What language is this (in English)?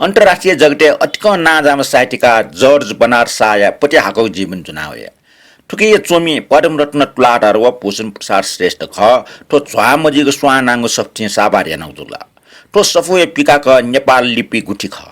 Newari